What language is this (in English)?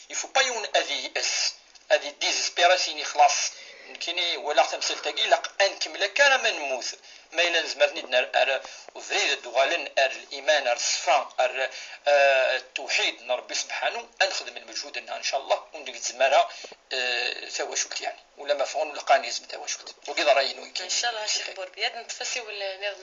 Kabyle